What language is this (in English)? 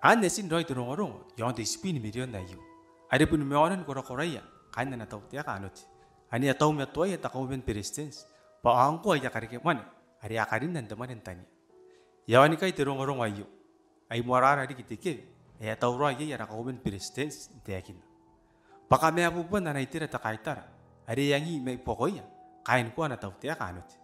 Gilbertese